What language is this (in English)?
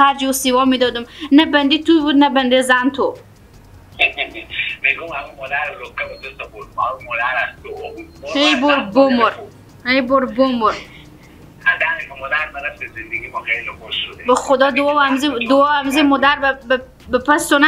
Persian